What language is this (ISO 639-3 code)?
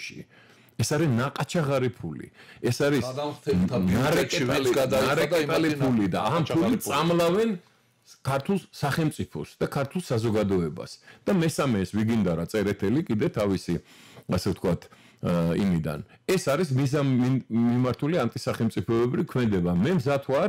kat